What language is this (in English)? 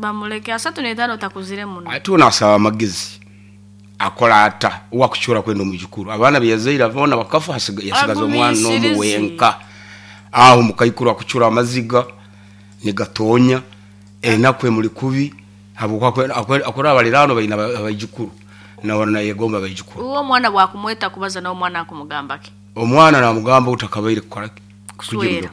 Nyankole